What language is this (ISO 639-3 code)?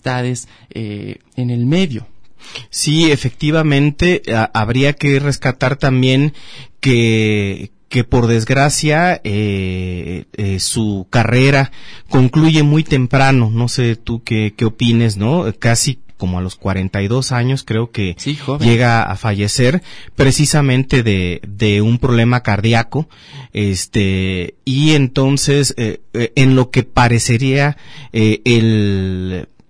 spa